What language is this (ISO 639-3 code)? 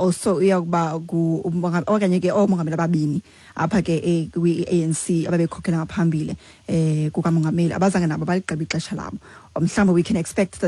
xho